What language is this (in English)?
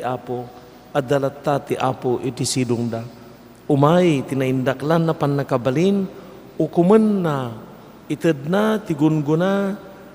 Iloko